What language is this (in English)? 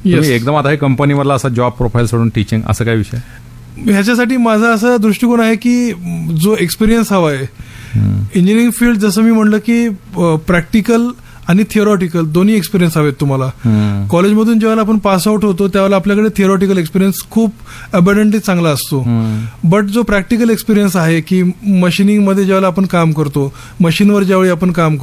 Marathi